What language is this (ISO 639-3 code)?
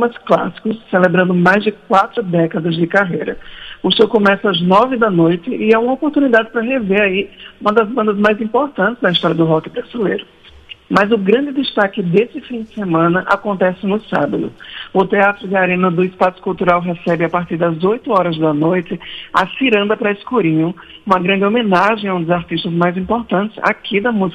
por